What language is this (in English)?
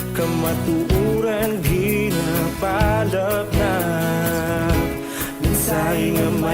Hiligaynon